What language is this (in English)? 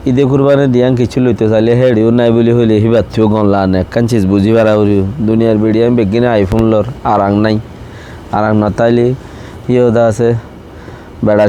Rohingya